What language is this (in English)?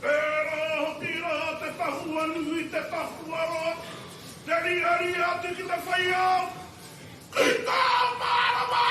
Māori